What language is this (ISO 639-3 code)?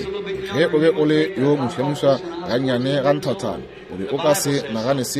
nso